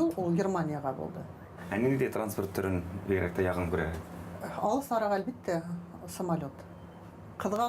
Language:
Bashkir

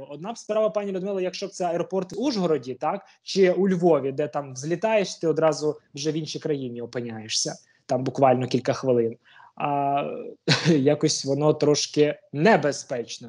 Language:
Ukrainian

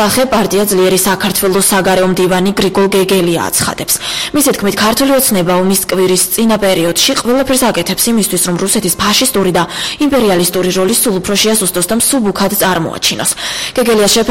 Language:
Georgian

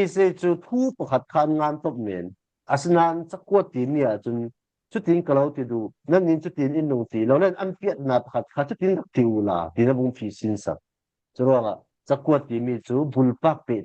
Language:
Falam Chin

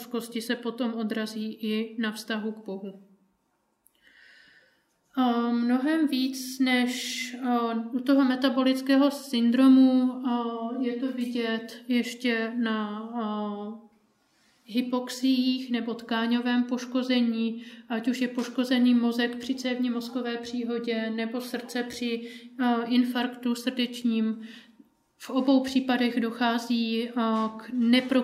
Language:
Czech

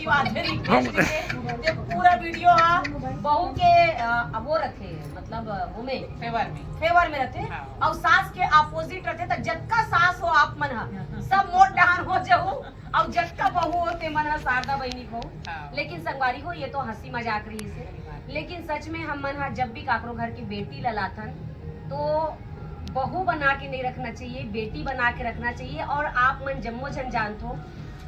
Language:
Chhattisgarhi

